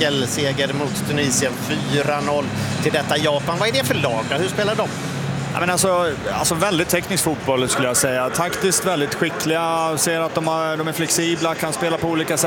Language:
Swedish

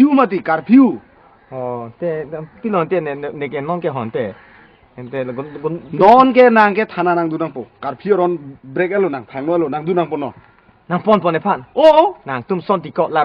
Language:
Karbi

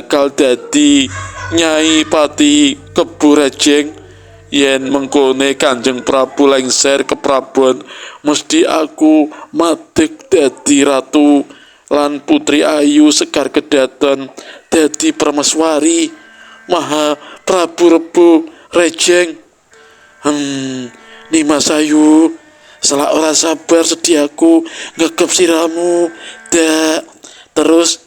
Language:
Javanese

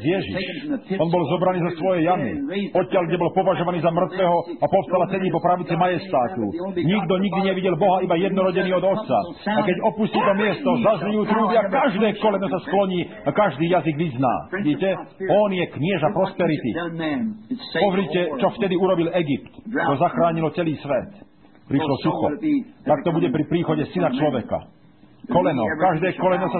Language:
Slovak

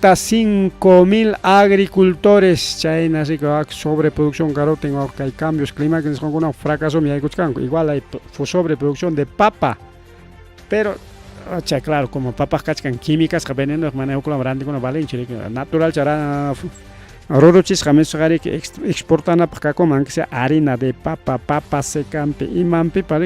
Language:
Ayacucho Quechua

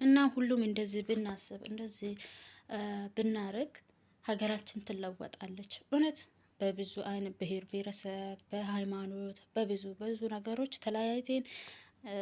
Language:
Amharic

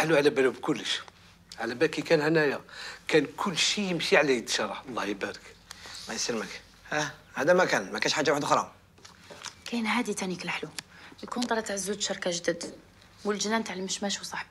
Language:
Algerian Arabic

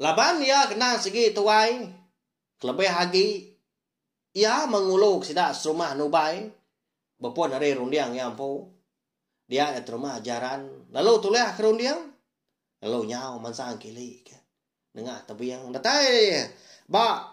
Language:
Iban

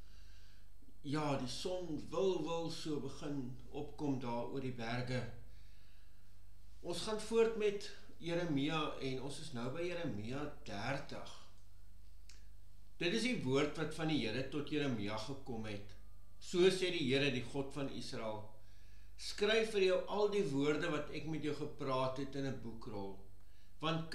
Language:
Afrikaans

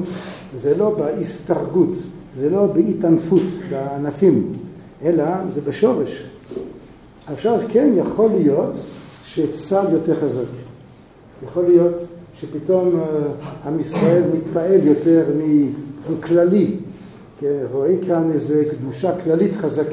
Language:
Hebrew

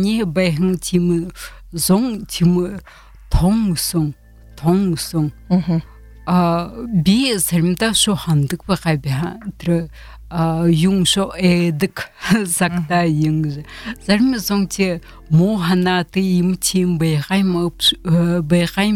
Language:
Buriat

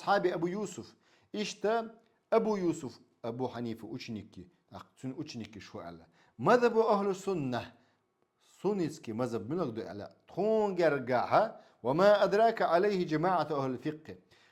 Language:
Chechen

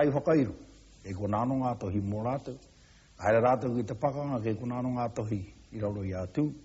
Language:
Māori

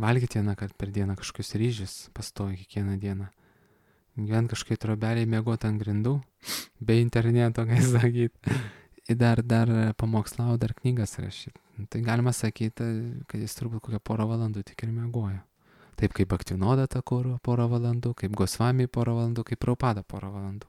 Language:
Lithuanian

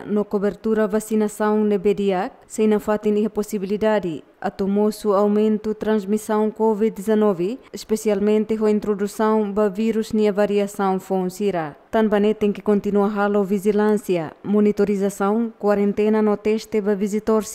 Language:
Tetum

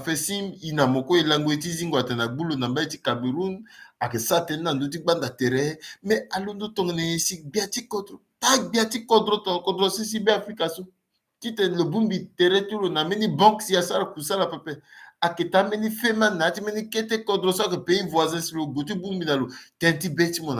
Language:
Sango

